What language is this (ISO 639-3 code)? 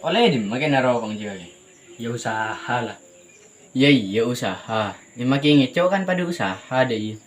mad